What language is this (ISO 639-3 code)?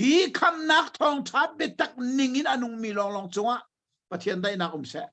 cnh